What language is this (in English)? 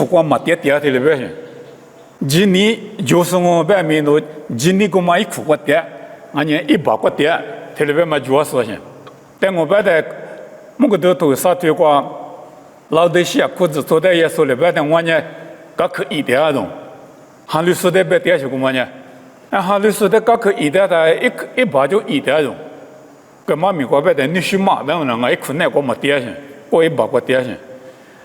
Lisu